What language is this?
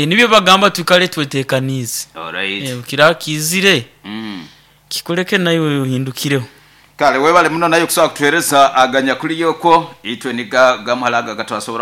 Nyoro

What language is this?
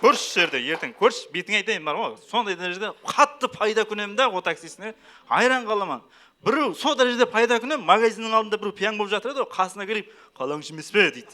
Kara-Kalpak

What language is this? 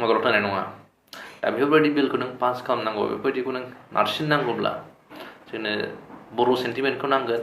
Bodo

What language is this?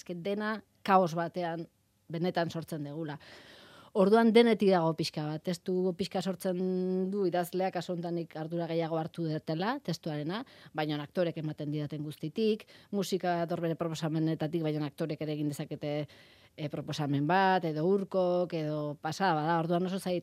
Basque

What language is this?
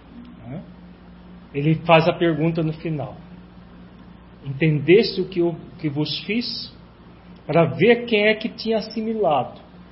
Portuguese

